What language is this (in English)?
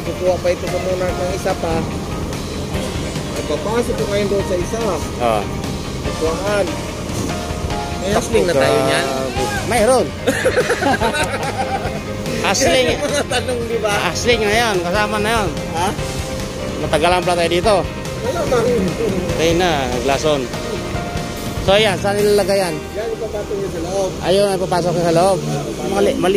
Filipino